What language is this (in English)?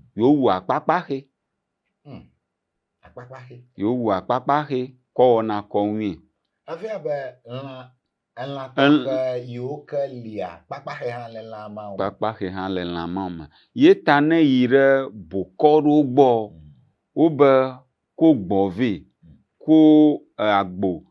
Ewe